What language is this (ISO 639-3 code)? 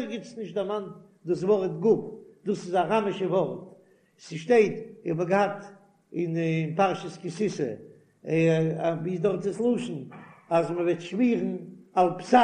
yid